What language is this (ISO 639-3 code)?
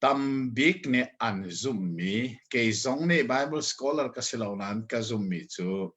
cnh